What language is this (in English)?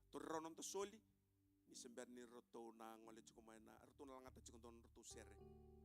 Fijian